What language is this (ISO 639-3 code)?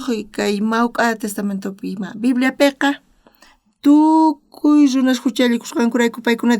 quh